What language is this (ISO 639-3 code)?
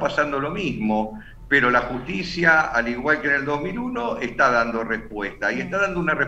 spa